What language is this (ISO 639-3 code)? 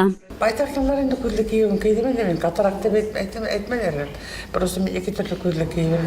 bak